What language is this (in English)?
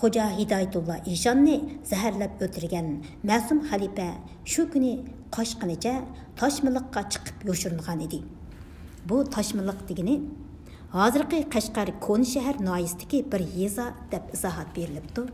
Uyghur